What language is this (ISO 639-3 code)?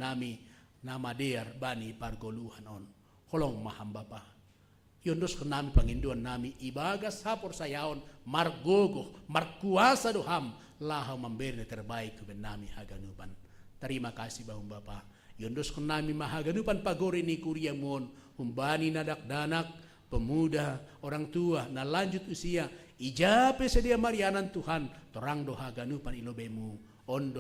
bts